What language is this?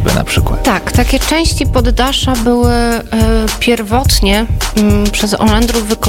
Polish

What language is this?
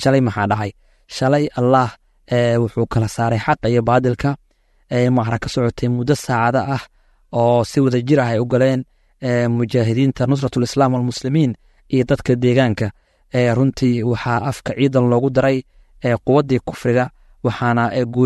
Somali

